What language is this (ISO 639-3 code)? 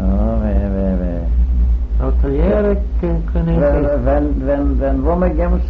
glv